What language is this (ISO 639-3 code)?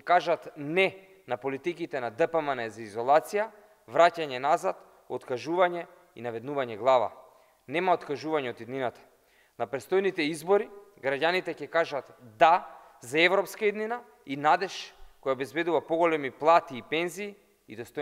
mkd